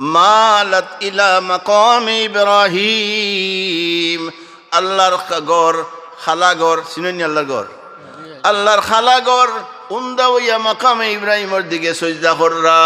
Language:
Sylheti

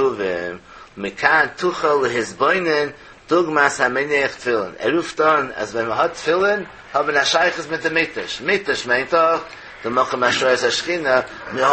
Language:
Yiddish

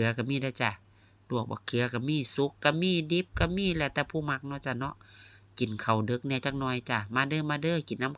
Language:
Northeastern Thai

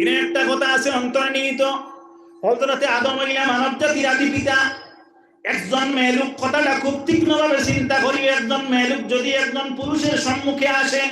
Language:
Sylheti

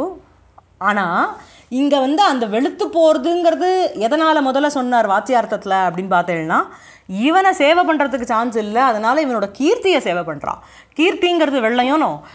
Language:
Tamil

